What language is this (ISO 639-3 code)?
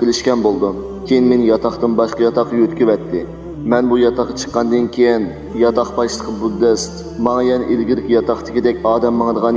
uig